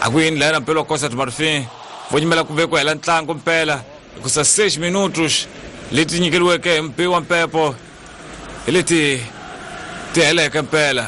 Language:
Tsonga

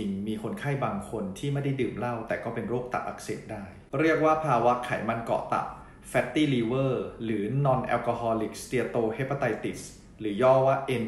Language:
Thai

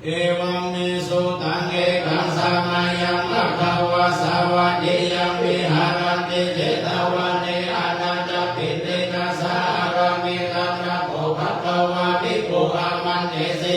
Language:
Pali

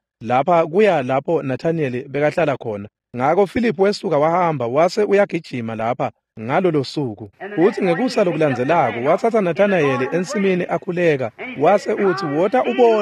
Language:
Swati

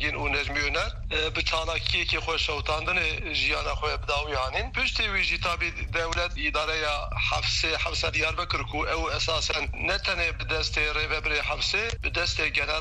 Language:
Kurdish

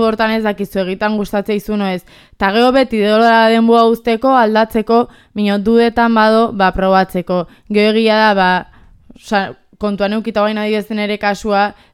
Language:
Basque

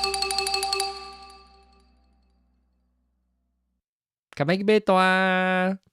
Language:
Min Nan Chinese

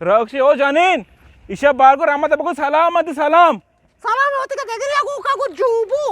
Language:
Eastern Balochi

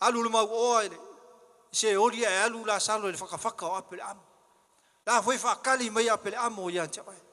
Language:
Samoan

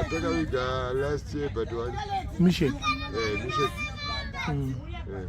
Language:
Shona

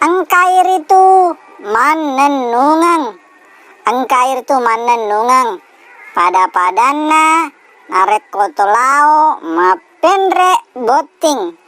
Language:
Buginese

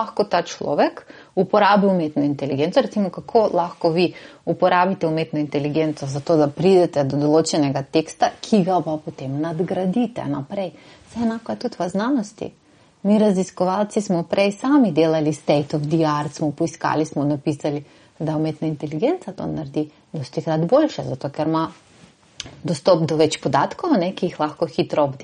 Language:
Slovenian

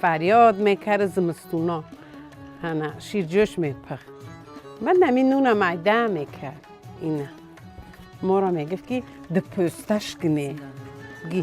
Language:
Tajik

